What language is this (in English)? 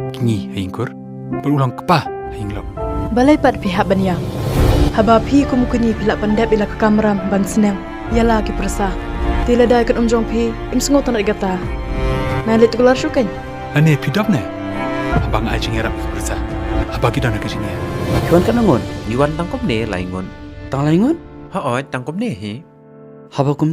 Khasi